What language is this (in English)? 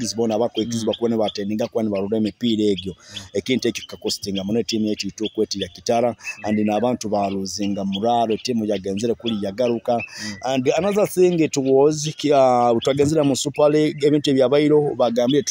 Nyoro